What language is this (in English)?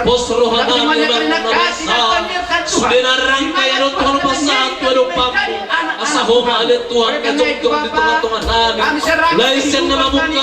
Batak Toba